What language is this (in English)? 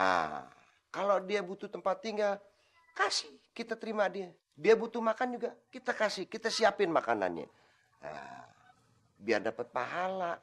Betawi